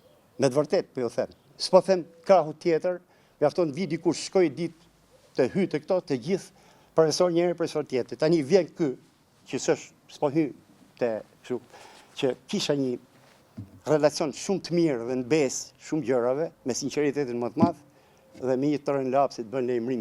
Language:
Albanian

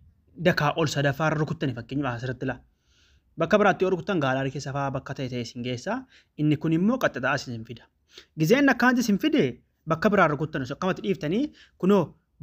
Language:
Oromo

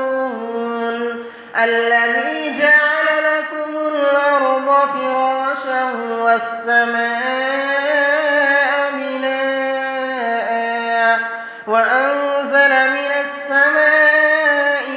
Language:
Arabic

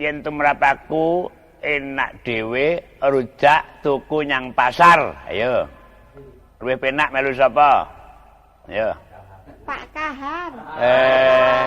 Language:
Javanese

